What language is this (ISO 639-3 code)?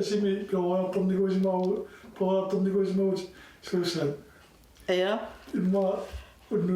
kal